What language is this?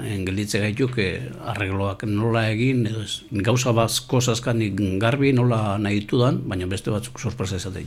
Basque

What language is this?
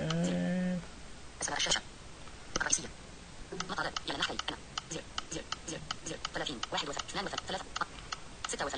Najdi Arabic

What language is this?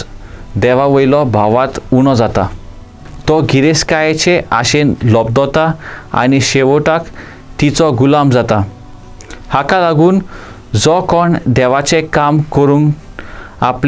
Konkani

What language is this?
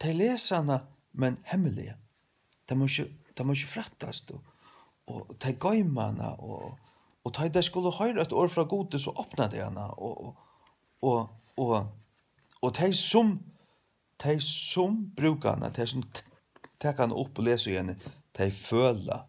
Faroese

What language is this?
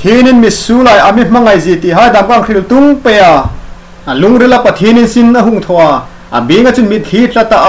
Hmar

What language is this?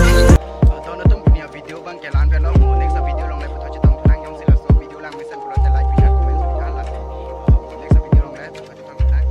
Karbi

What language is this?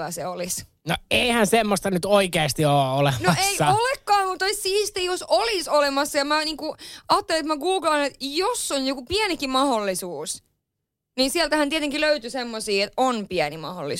Finnish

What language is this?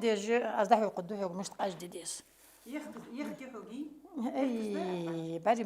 Ingush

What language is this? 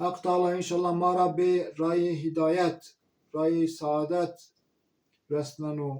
Zaza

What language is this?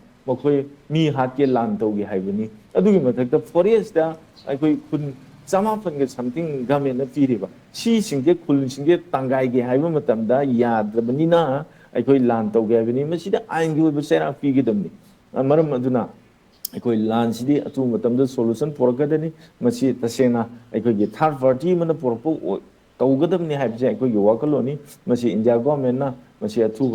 Manipuri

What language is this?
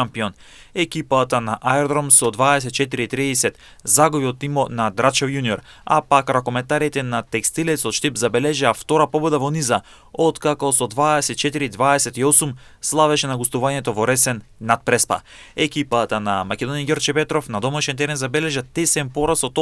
Macedonian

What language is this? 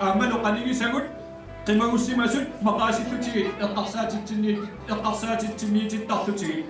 Kalaallisut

